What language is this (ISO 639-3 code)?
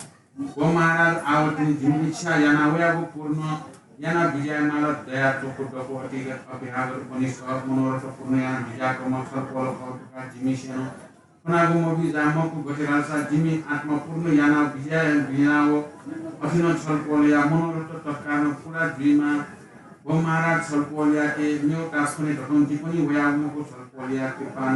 new